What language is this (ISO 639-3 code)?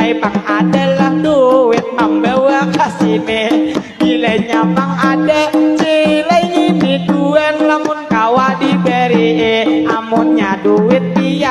bjn